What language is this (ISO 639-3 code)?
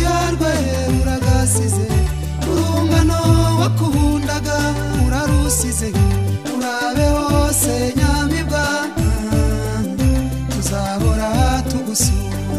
kin